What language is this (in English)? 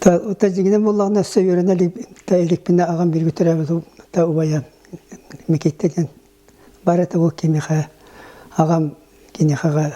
Yakut